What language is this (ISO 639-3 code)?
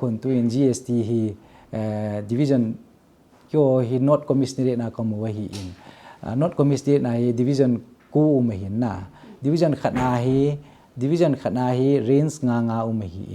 tcz